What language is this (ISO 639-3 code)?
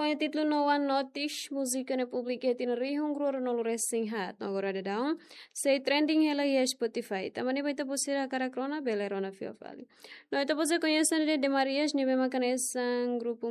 tet